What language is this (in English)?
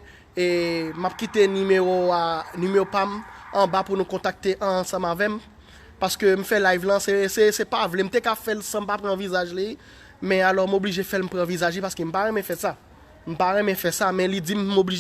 Haitian Creole